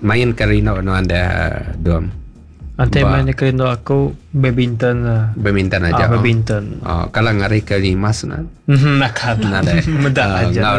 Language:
Iban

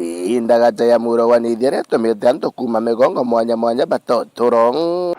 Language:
Meru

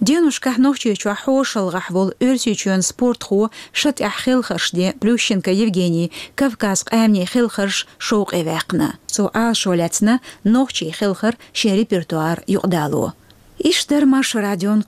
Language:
Chechen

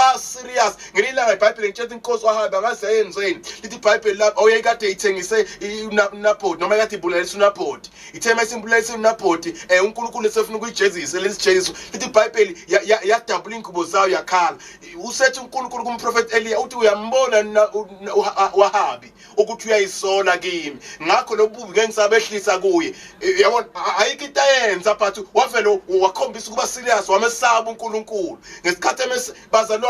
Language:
Zulu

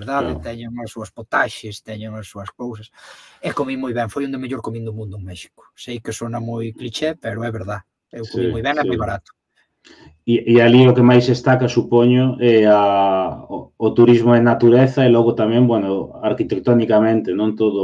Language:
Galician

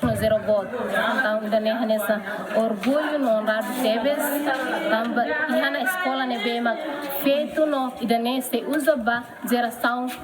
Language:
Tetum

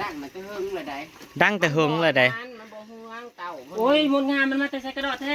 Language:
Northeastern Thai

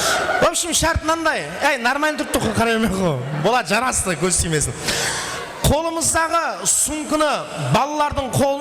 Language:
Kara-Kalpak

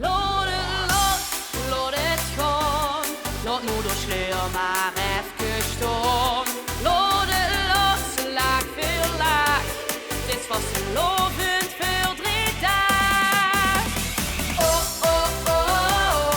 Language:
Limburgish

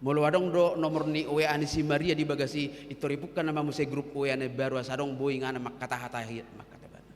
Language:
Batak Toba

